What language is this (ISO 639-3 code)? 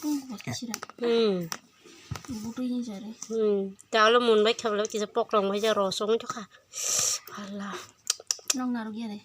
trp